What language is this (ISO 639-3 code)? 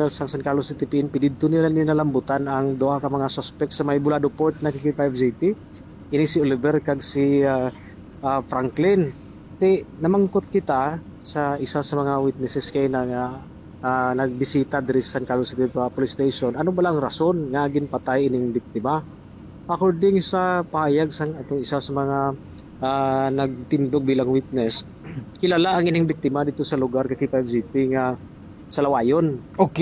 hil